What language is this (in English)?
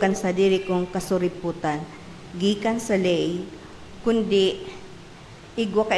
Bikol